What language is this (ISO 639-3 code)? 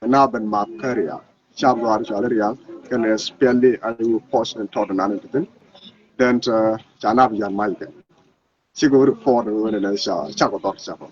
nus